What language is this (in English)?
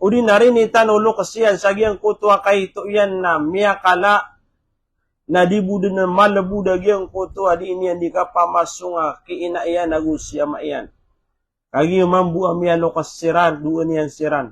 Maranao